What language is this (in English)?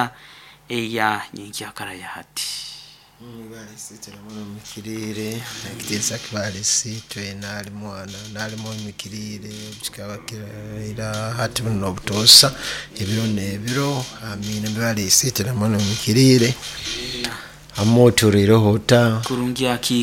Nyoro